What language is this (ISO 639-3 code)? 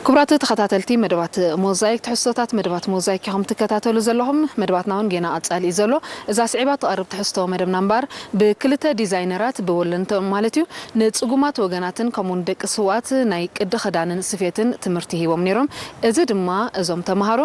tir